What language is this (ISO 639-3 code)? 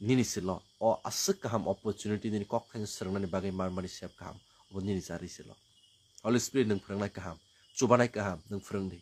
trp